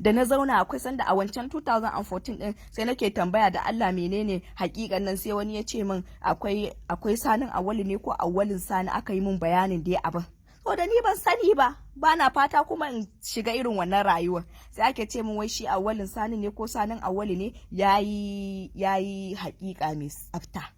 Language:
Hausa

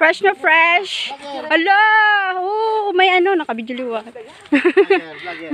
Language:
Bikol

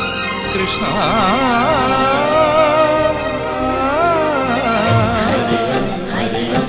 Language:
Malayalam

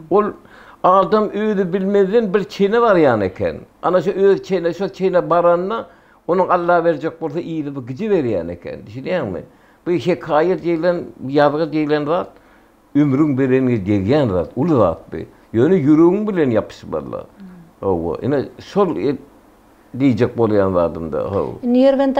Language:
Turkmen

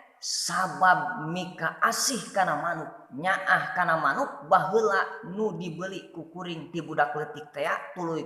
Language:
Sundanese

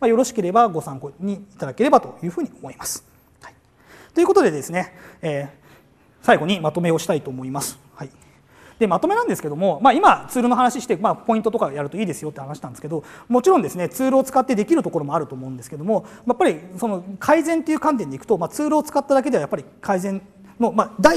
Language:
Japanese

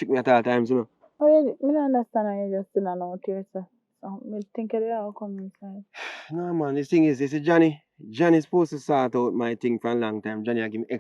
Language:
Jamaican Creole English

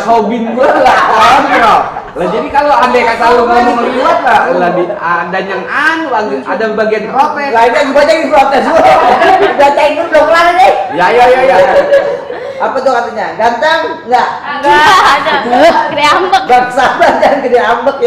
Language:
Betawi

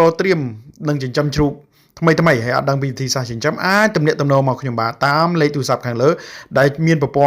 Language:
Khmer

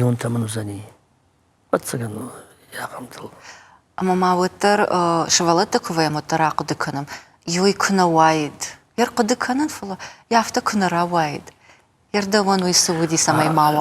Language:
Ossetic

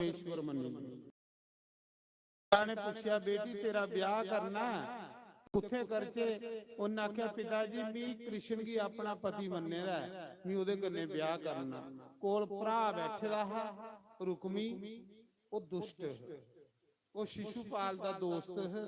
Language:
Dogri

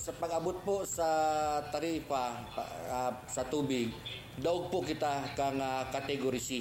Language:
Bikol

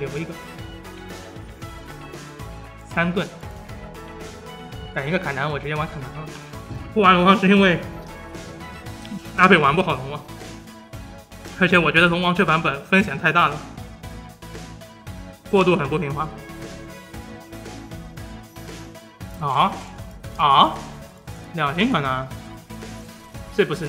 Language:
Chinese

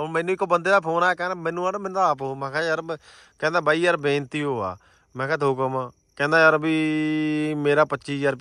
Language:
Punjabi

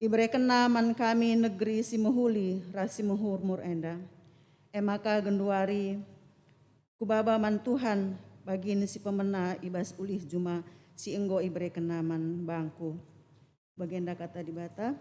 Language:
Batak Karo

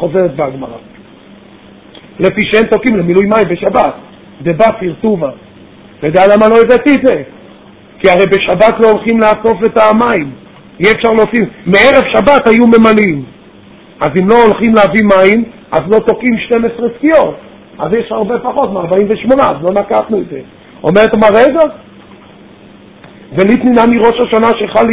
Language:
Hebrew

